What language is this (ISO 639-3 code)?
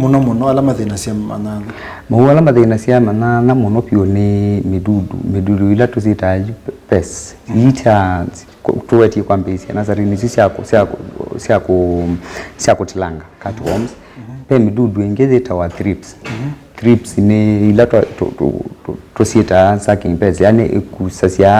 kam